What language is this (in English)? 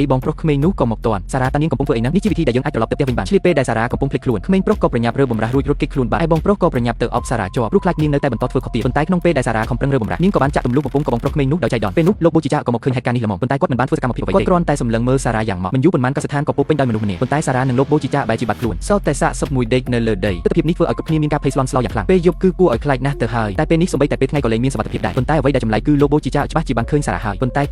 Khmer